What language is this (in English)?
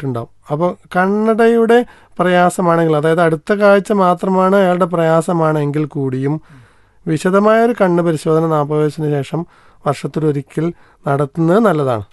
Malayalam